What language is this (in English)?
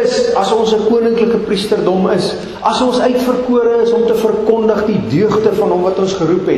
Afrikaans